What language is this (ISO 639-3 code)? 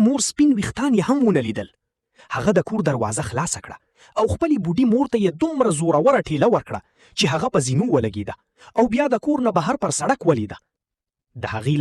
pus